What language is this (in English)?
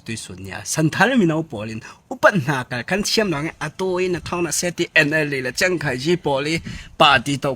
Falam Chin